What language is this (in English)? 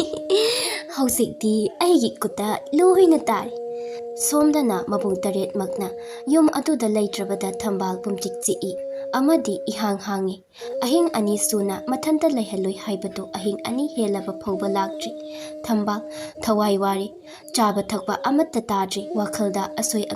Manipuri